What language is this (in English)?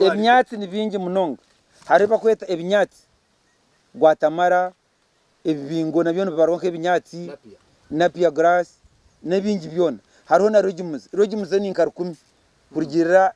Nyankole